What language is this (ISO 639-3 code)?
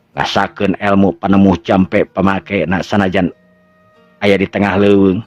sun